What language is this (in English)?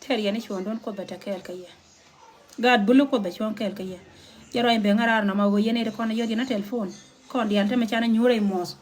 Nuer